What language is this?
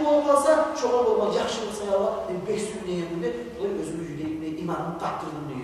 Kumyk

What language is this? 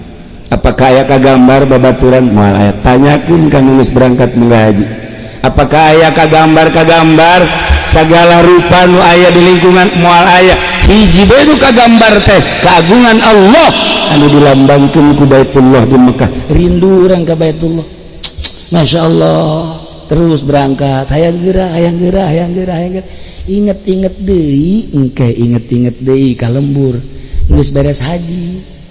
Sundanese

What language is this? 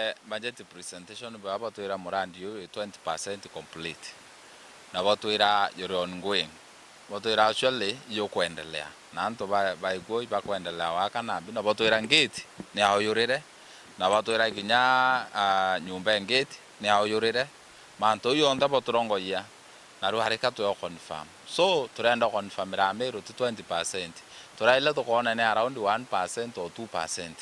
Meru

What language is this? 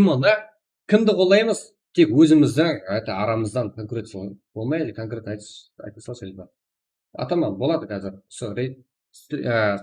Kara-Kalpak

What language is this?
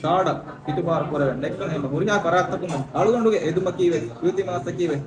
Divehi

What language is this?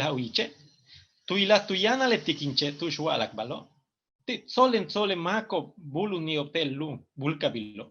Yucateco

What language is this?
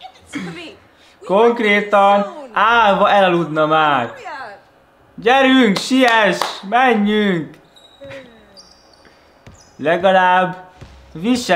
Hungarian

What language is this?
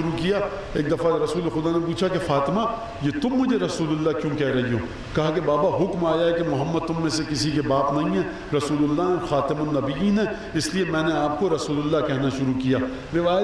Urdu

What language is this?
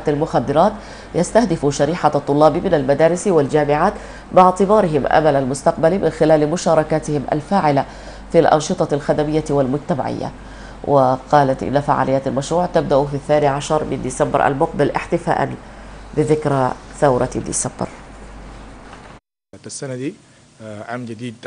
Sudanese Arabic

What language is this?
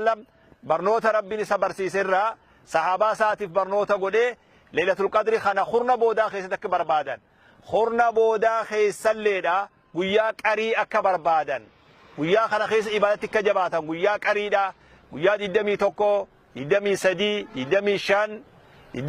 Oromo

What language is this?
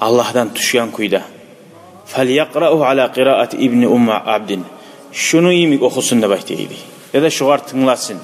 Kumyk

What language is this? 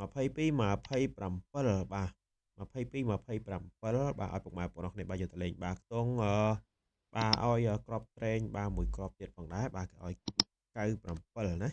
Khmer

